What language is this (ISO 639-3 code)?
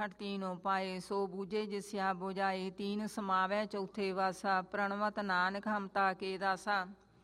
pan